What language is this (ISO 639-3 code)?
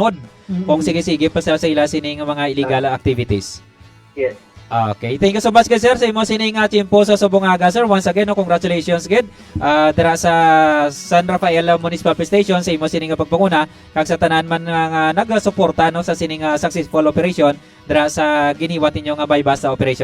hil